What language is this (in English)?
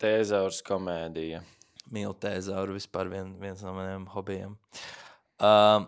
Latvian